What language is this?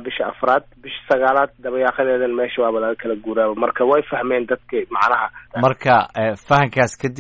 Somali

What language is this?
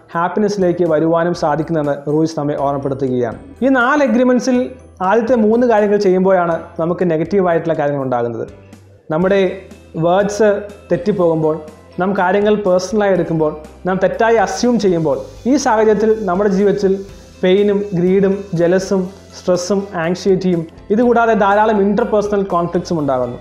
Malayalam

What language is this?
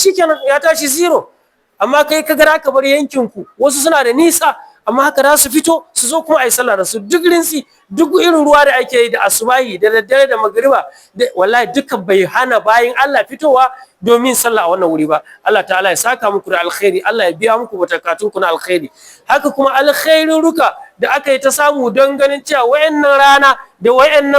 Hausa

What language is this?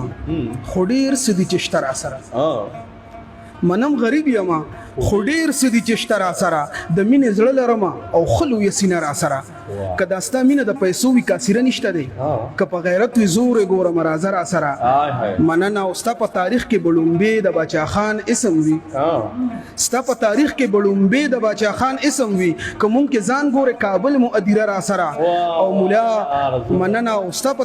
Pashto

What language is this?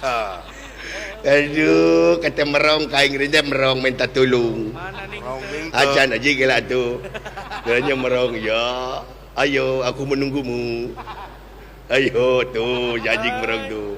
Sundanese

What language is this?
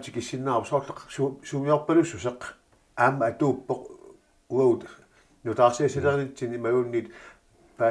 Kalaallisut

